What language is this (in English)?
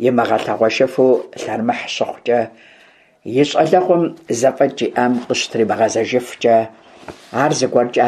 Kabardian